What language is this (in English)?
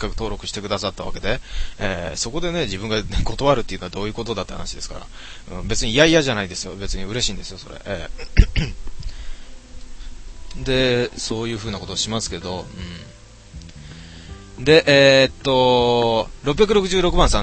Japanese